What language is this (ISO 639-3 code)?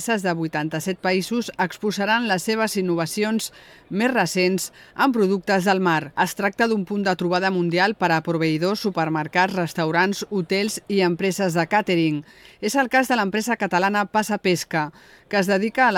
cat